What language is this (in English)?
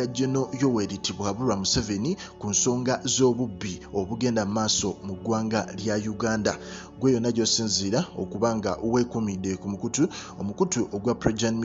Ganda